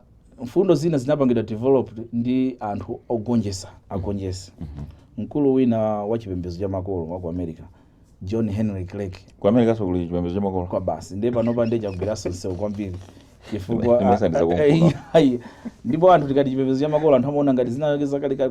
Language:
Nyanja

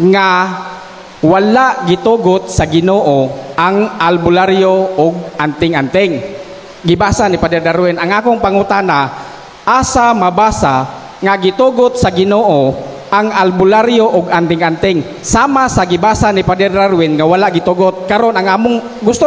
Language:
Cebuano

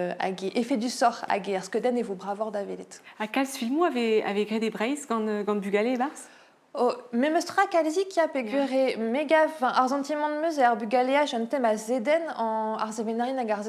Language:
Breton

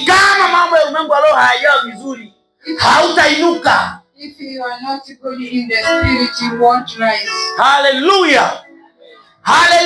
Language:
Swahili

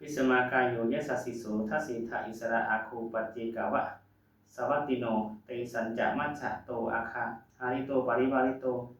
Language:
Pali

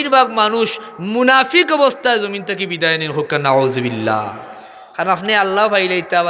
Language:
Sylheti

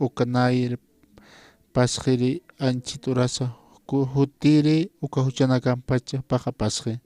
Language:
Aymara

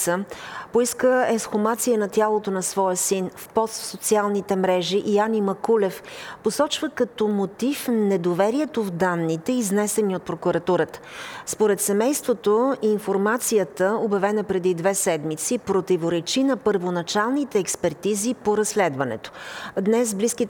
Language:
Bulgarian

